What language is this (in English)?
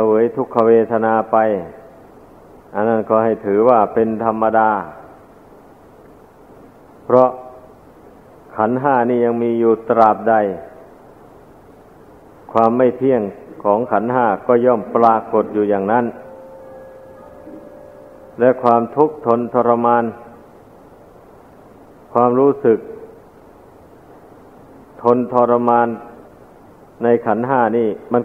Thai